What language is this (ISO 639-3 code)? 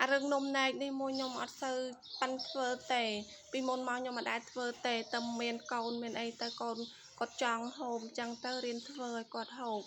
khm